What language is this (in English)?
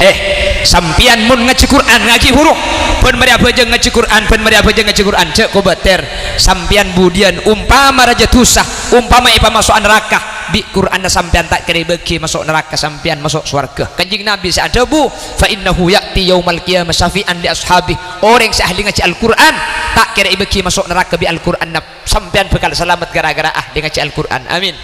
Madurese